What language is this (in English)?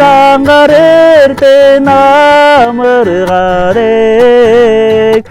Tuvinian